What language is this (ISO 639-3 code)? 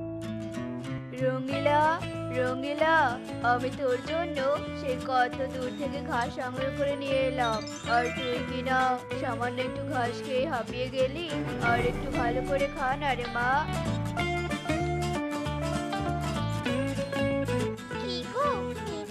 ben